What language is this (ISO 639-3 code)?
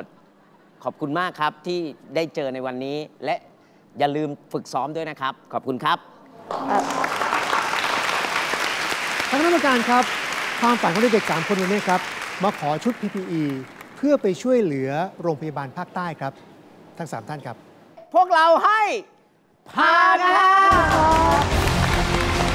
tha